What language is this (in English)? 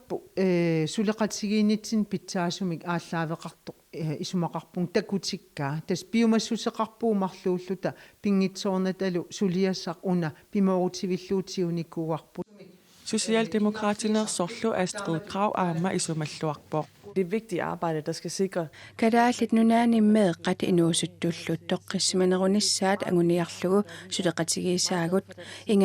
Kalaallisut